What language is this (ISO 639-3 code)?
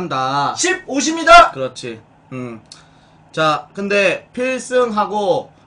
kor